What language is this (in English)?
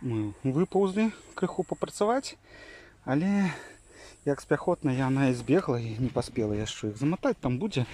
Belarusian